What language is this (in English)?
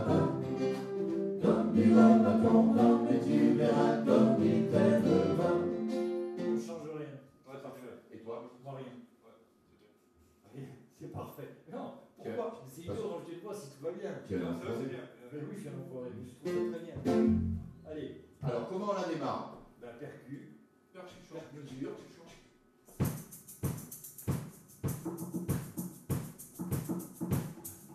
French